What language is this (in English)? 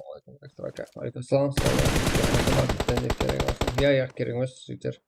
Kara-Kalpak